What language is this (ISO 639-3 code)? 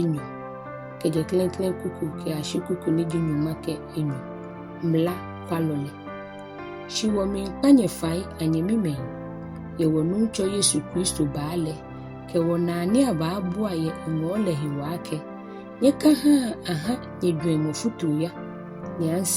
gaa